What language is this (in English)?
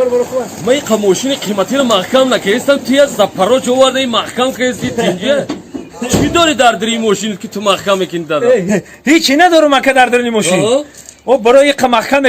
Tajik